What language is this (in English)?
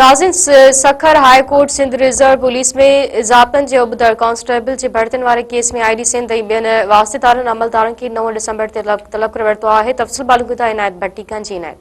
Sindhi